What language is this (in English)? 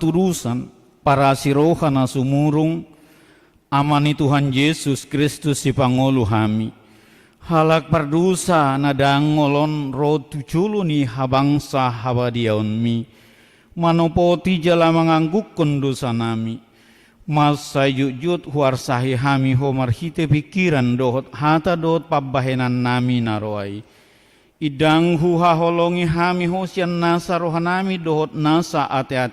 Batak Toba